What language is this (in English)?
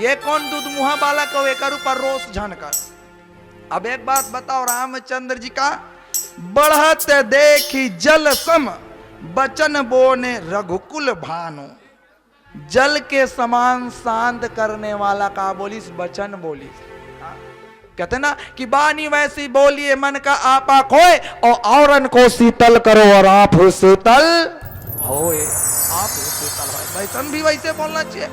Chhattisgarhi